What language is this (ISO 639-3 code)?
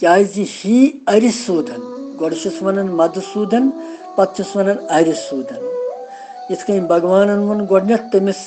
kas